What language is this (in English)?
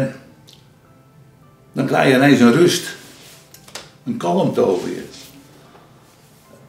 Dutch